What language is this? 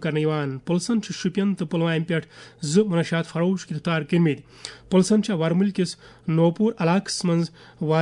Kashmiri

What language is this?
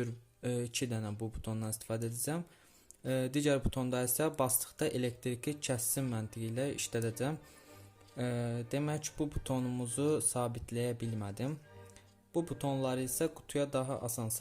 Azerbaijani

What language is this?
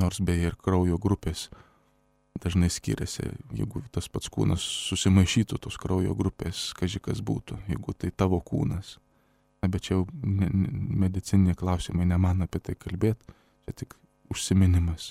Lithuanian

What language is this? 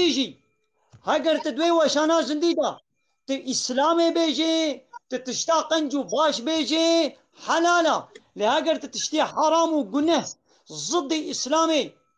Kurdish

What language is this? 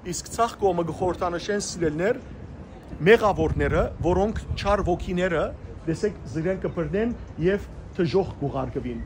Western Armenian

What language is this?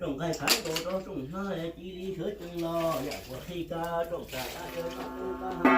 Hmong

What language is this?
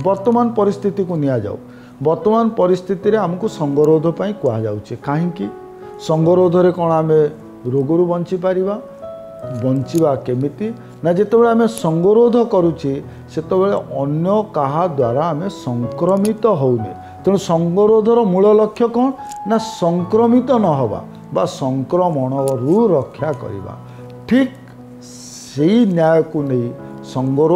Odia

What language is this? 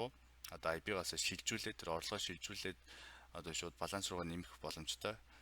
Mongolian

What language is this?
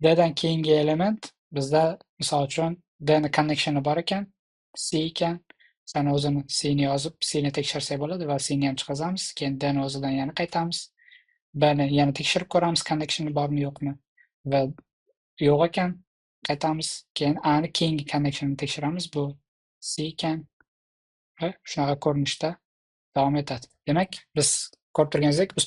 Uzbek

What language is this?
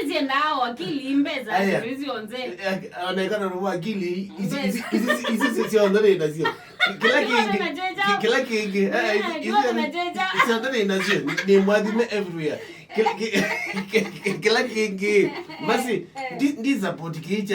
Kamba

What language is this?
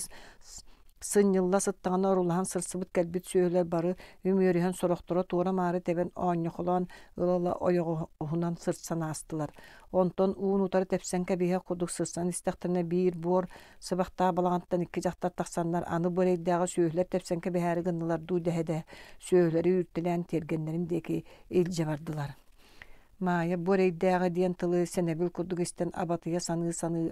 Yakut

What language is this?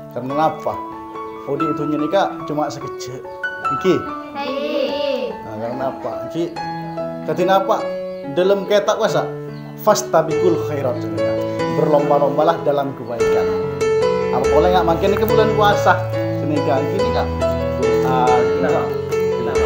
Madurese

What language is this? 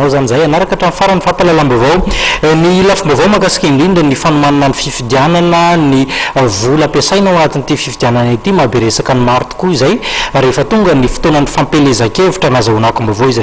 Malagasy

